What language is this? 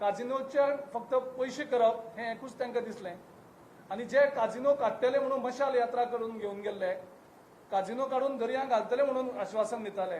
Konkani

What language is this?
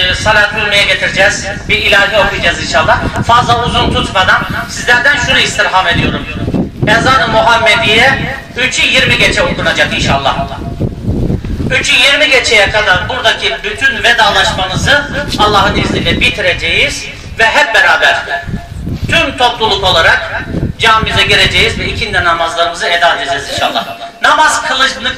Turkish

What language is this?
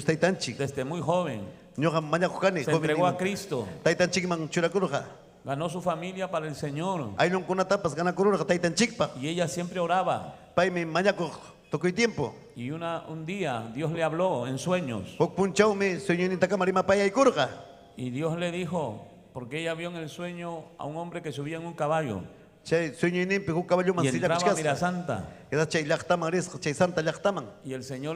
Ayacucho Quechua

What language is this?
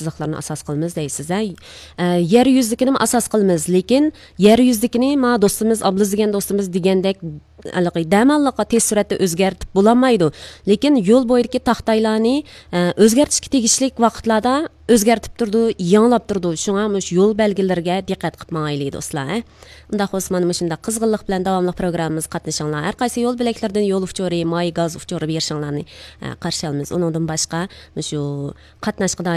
Uyghur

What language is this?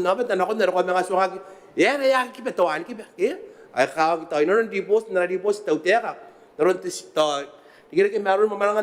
Gilbertese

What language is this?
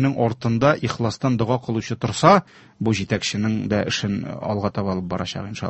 Tatar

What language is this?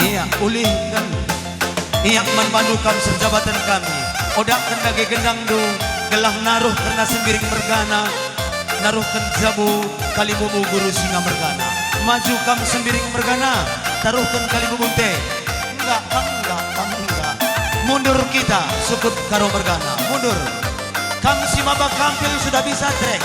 Batak Karo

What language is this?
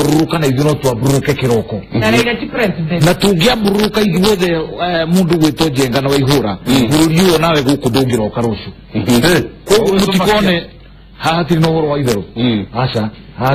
Kikuyu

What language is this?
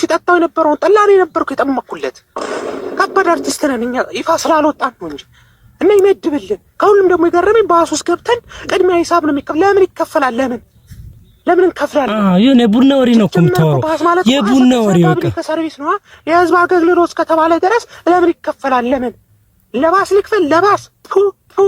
Amharic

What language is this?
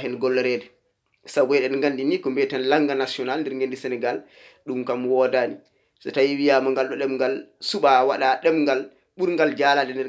Fula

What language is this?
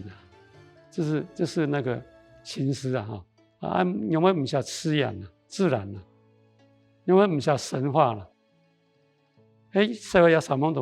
Hakka Chinese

